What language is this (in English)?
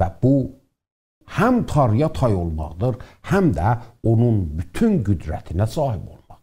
South Azerbaijani